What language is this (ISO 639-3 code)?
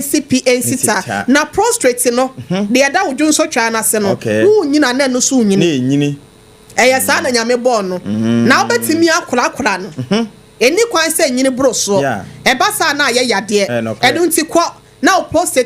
aka